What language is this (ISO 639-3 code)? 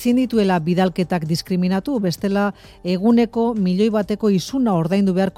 eus